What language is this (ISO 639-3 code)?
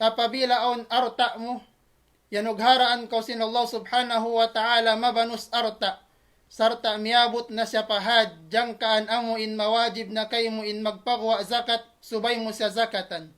tsg